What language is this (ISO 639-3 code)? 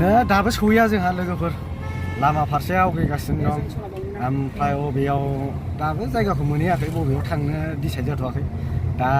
brx